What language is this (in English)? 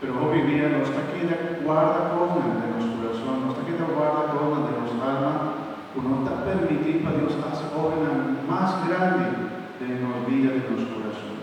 Papiamento